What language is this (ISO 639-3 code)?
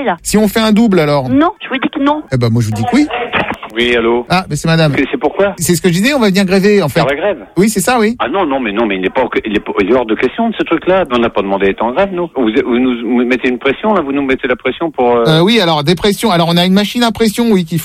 fra